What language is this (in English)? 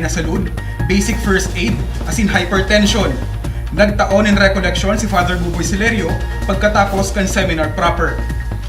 Bikol